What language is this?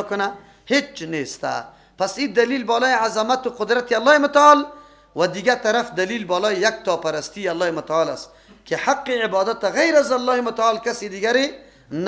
Persian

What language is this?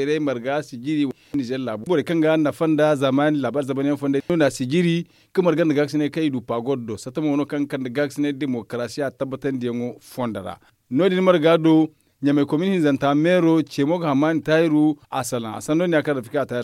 Zarma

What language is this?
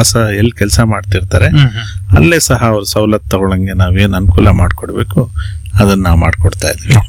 Kannada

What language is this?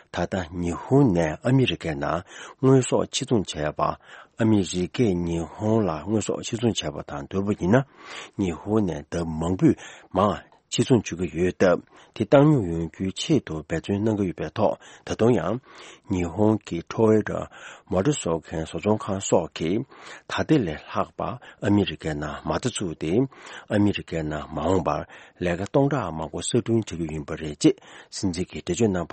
Tibetan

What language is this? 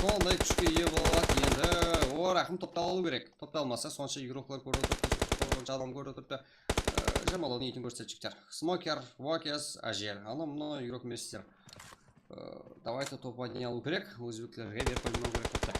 Kara-Kalpak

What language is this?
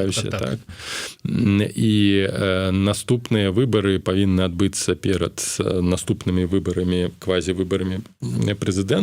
Belarusian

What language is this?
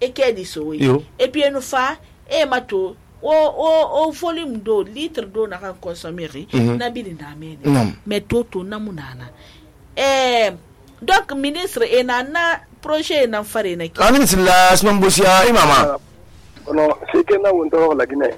Susu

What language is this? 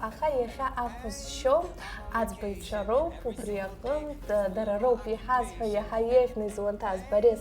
Abkhazian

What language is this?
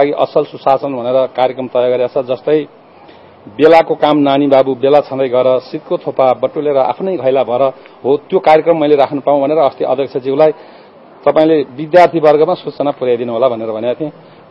Nepali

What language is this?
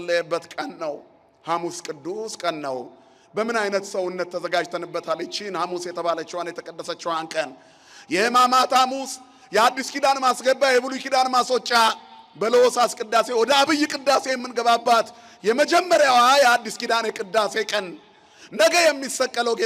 Amharic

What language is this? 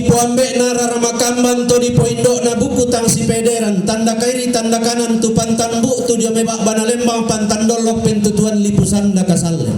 Toraja-Sa'dan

